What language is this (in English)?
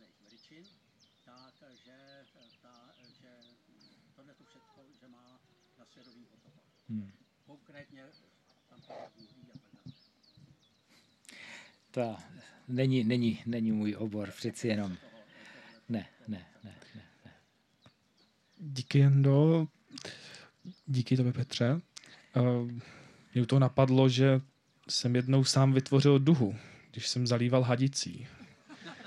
Czech